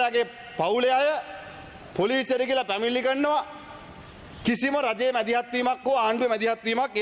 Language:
Sinhala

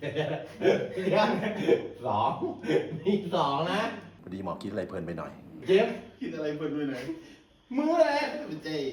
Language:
Lao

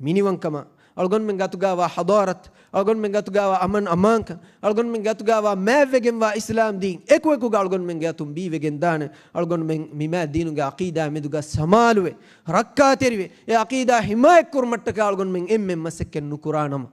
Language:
Divehi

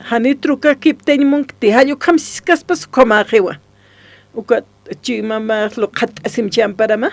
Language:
Aymara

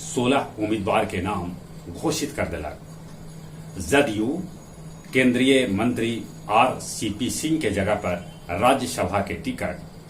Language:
Magahi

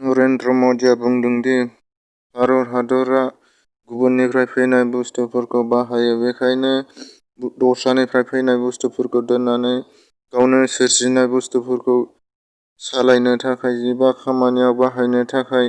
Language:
Bodo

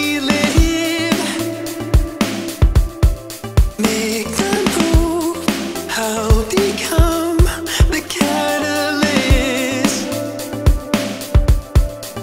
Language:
English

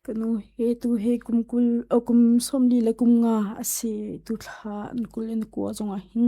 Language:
Hakha Chin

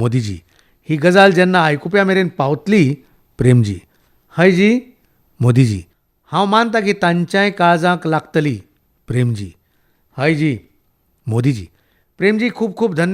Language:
Konkani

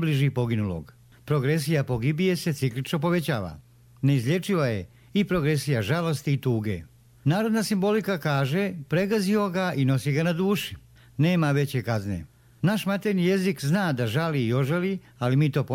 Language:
Croatian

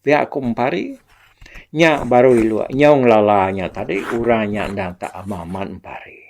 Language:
Iban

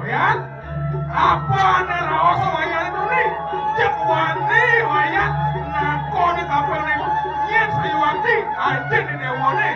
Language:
Balinese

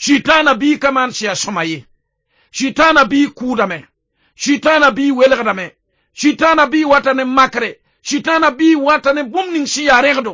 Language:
Mossi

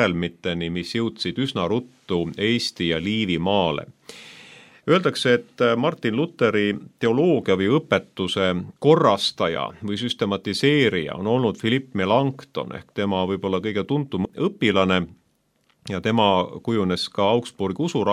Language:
Estonian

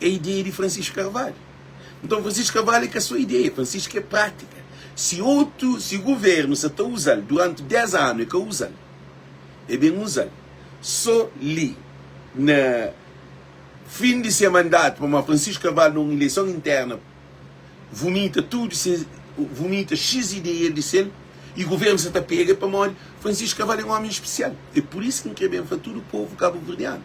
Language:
Kabuverdianu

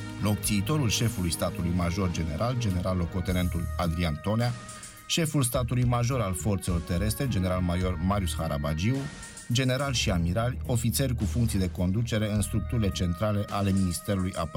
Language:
Romanian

